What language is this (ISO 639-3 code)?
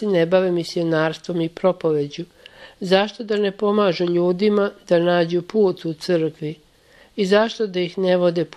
srp